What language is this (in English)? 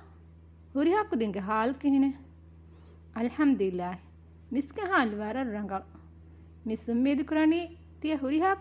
Divehi